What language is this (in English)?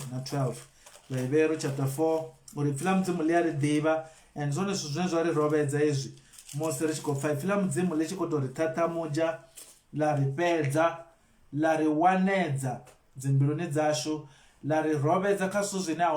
Venda